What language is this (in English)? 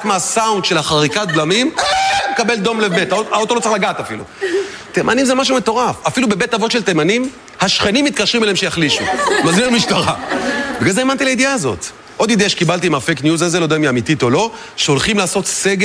Hebrew